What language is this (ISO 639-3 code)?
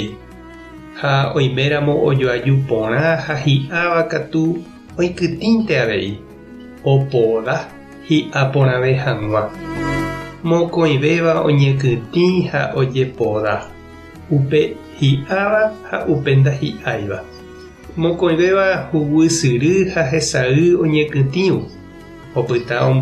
grn